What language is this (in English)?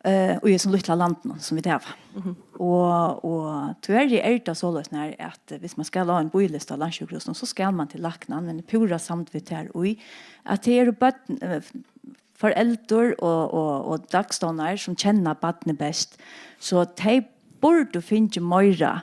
Faroese